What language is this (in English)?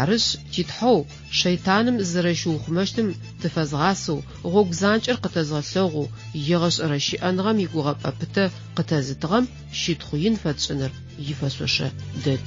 Adyghe